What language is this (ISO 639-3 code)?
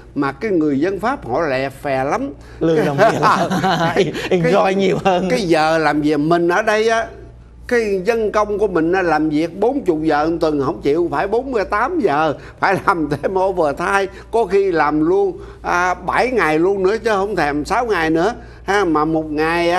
vie